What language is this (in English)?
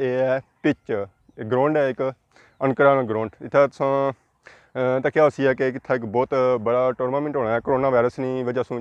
Pahari-Potwari